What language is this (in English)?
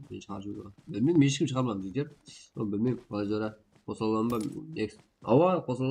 Kara-Kalpak